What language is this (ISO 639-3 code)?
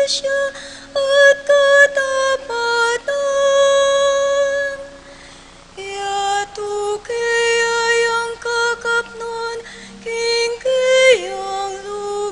pam